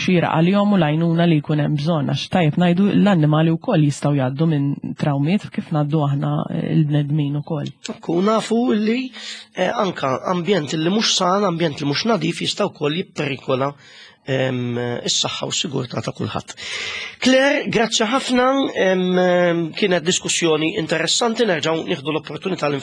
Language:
Maltese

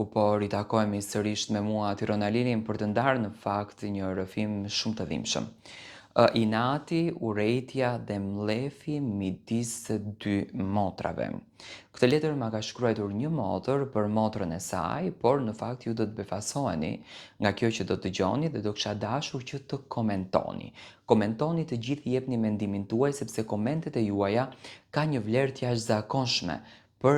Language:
Albanian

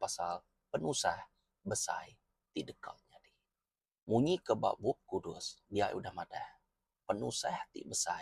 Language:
Iban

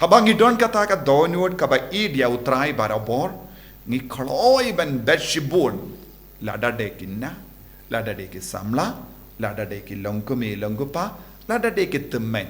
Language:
Khasi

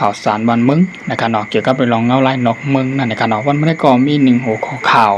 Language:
Shan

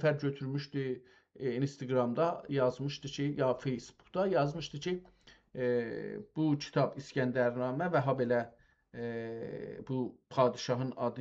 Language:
South Azerbaijani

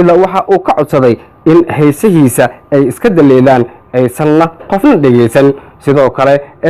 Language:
Somali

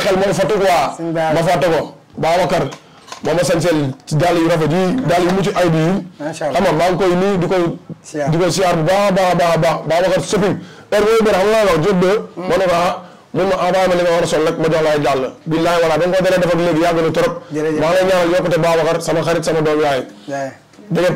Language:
Wolof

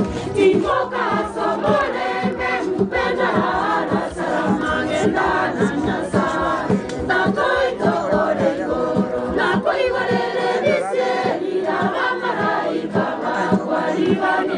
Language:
Gusii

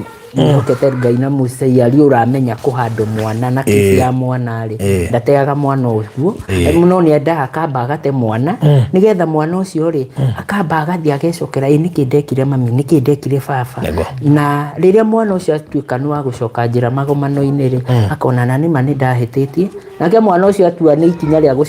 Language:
Kikuyu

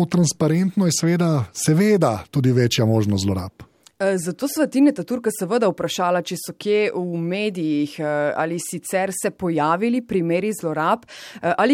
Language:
Slovenian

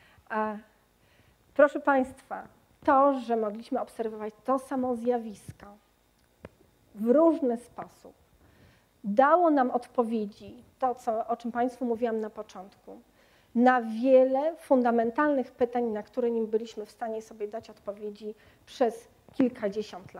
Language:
Polish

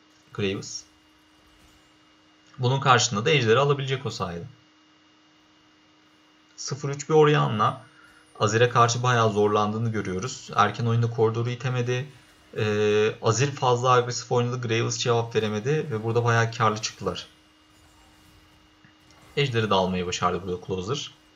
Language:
Turkish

